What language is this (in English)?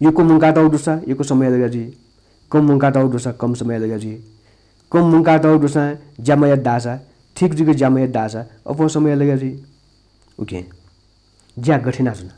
Newari